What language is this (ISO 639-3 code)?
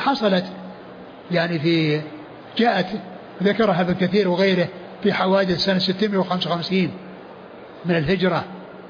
ara